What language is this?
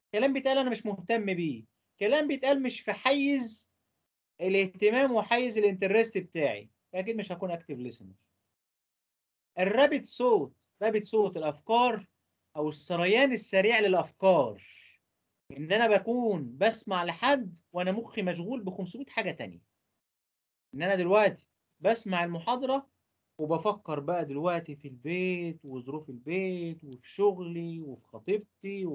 Egyptian Arabic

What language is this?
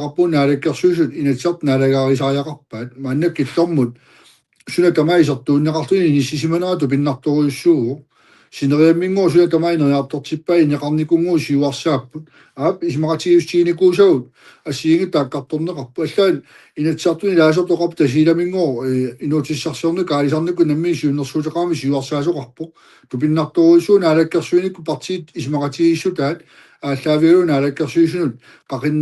Kalaallisut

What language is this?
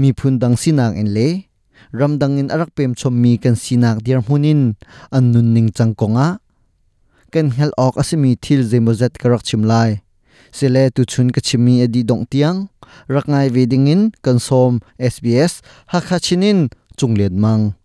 Hakha Chin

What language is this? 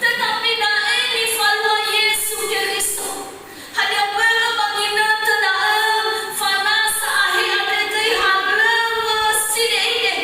Nias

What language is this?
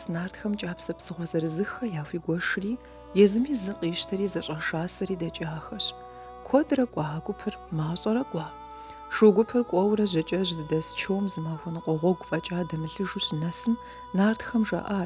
Kabardian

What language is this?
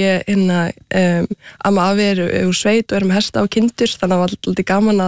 Icelandic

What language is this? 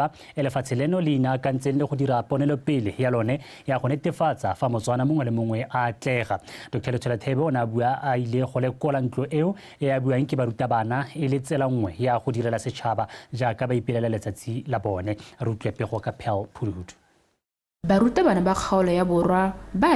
Tswana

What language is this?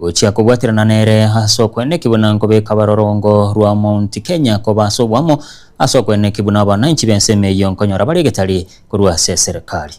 Gusii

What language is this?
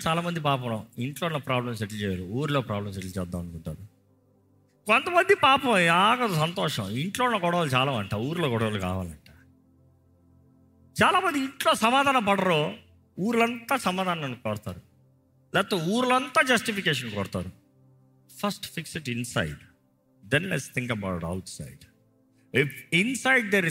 Telugu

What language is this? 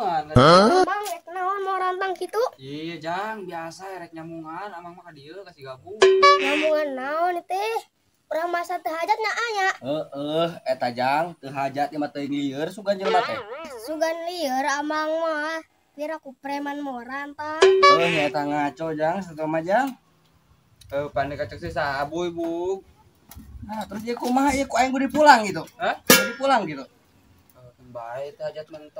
Sundanese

